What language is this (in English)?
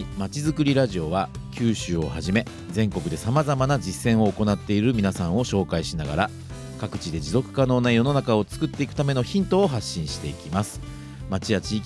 Japanese